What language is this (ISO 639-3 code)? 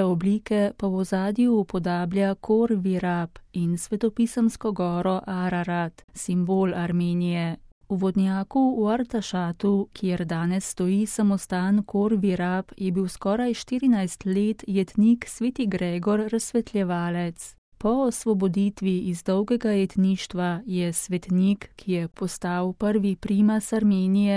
slv